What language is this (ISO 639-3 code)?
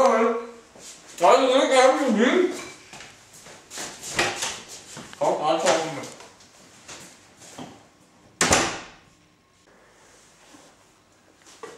dan